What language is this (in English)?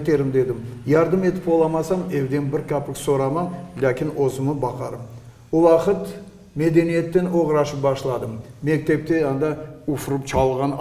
Crimean Tatar